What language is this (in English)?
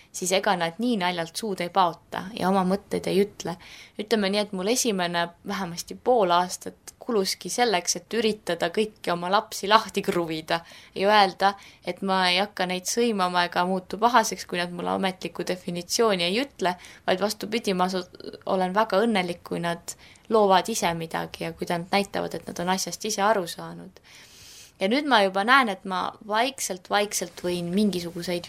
Estonian